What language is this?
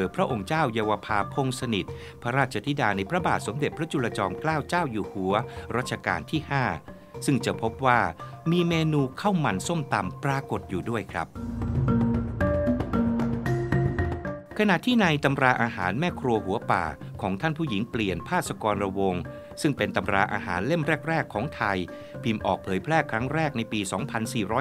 Thai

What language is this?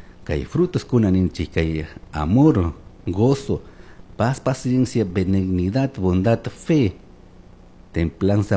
Chimborazo Highland Quichua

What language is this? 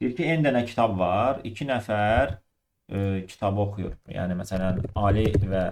Azerbaijani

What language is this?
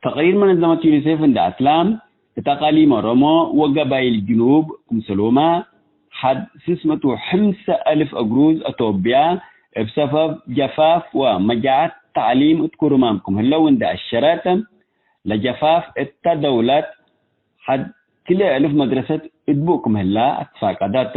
Tigre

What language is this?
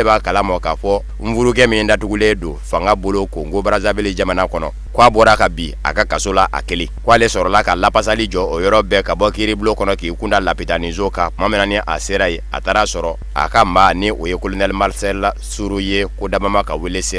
Bambara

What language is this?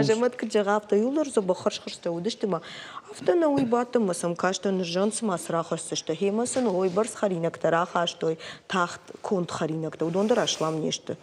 Ossetic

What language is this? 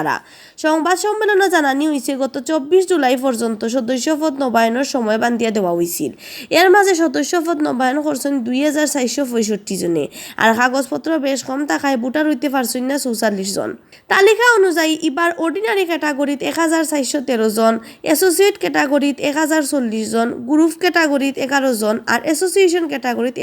Sylheti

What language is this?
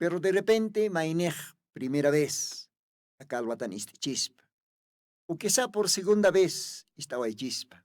Aymara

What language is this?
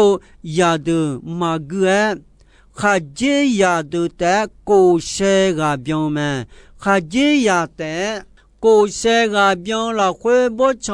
Akha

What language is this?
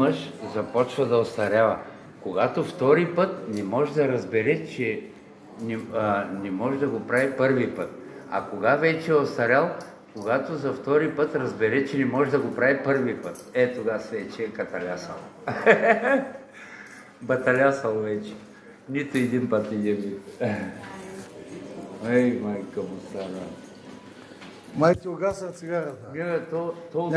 Bulgarian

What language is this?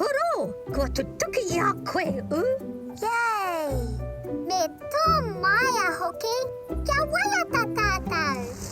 Māori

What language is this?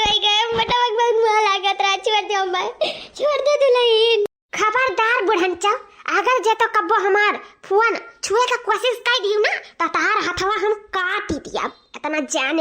Awadhi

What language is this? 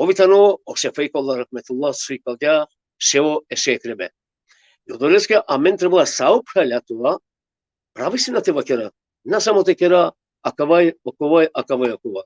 Balkan Romani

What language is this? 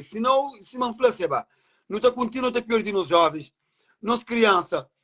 Kabuverdianu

